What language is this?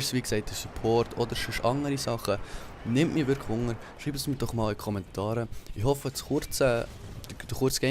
Swiss German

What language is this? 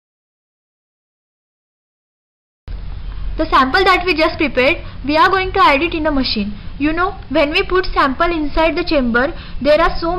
English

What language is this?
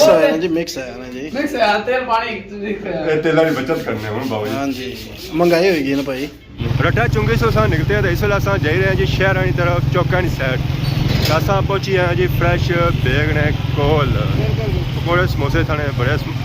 Pahari-Potwari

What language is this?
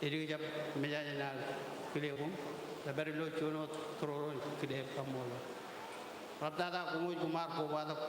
Marshallese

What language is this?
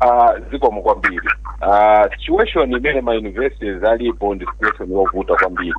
Nyanja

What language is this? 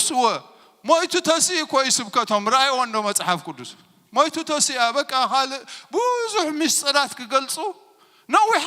Tigrinya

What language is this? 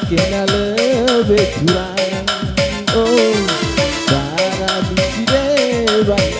Batak Karo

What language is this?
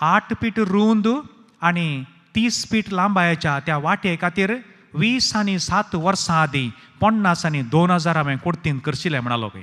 Konkani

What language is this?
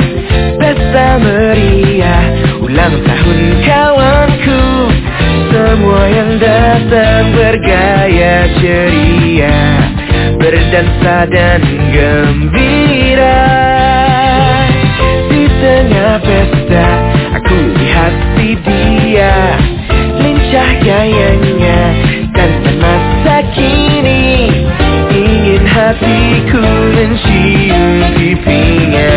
Indonesian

